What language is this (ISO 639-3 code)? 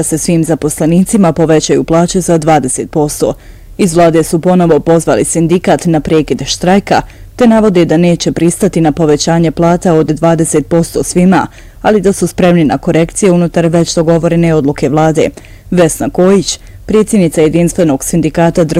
bos